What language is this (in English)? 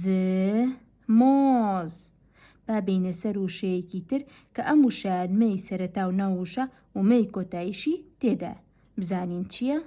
Central Kurdish